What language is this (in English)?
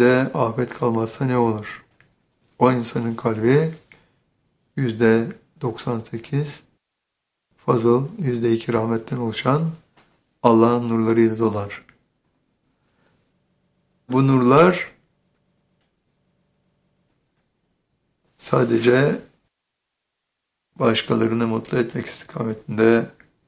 Turkish